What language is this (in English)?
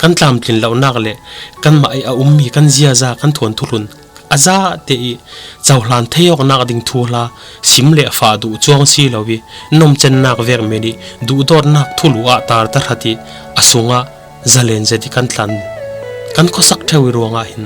Falam Chin